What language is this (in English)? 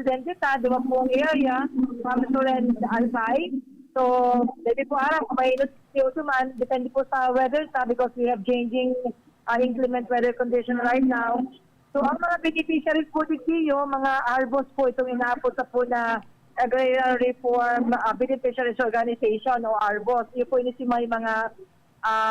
Bikol